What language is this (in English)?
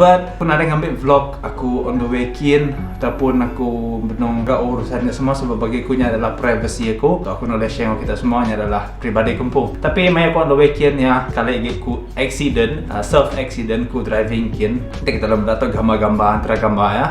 Iban